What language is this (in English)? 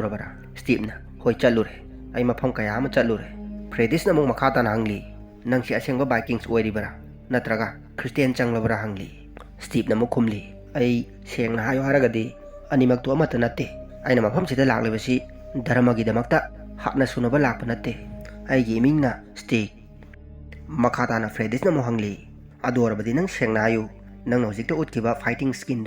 Manipuri